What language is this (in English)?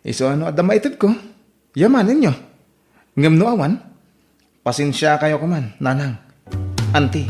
Iloko